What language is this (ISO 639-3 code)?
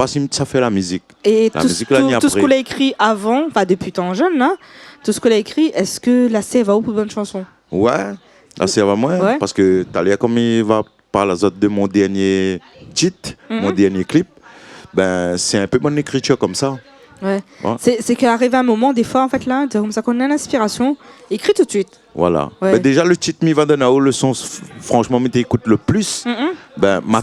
rcf